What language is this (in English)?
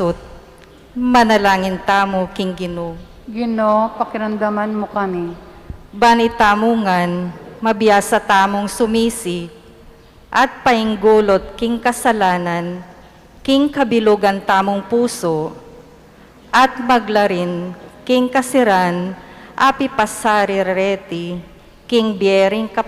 Pampanga